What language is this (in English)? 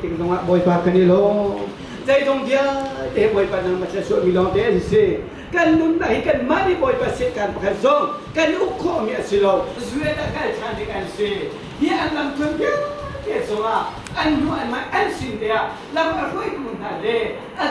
Hakha Chin